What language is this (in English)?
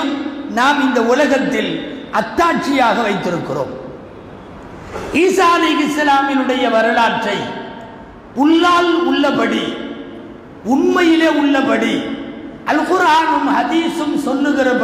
Tamil